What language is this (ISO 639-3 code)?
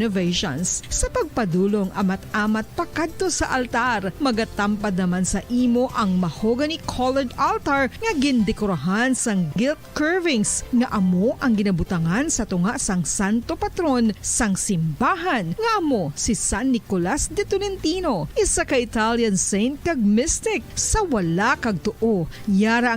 hil